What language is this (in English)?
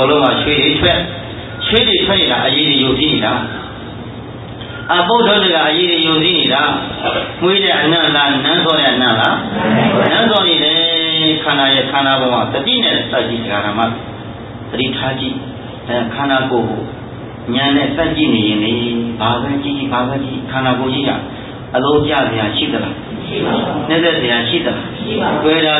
Burmese